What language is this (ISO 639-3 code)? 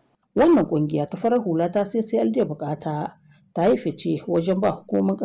hau